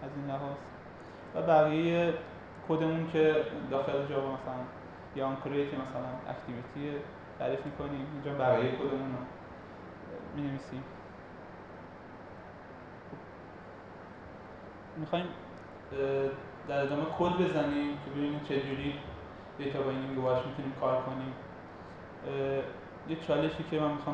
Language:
Persian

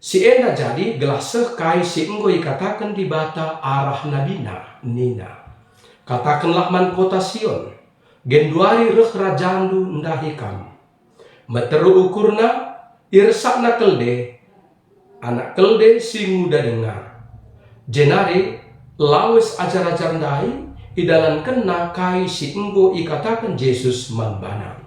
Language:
Batak Karo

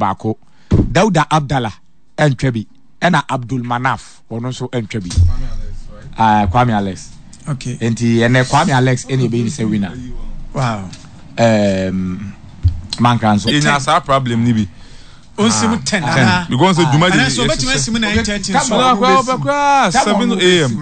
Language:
Akan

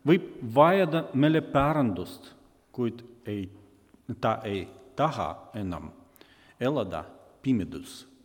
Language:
Estonian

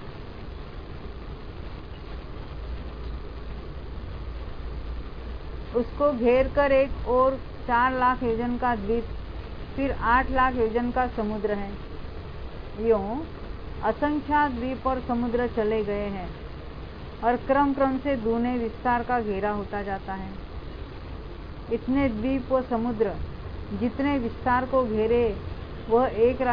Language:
Hindi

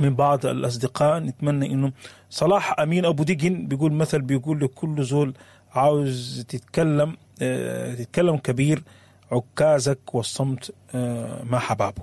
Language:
Sudanese Arabic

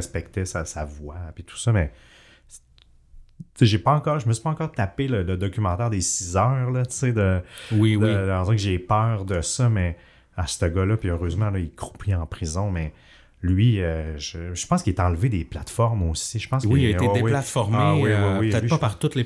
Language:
French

